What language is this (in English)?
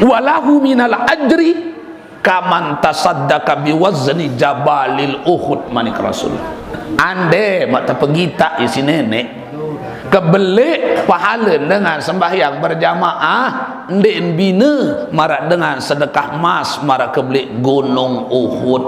Sasak